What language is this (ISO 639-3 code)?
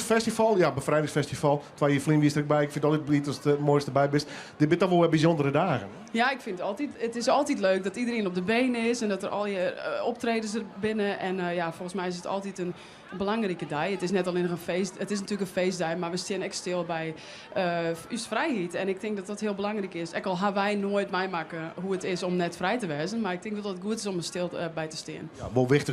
fry